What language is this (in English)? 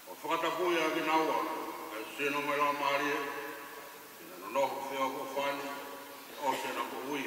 Tongan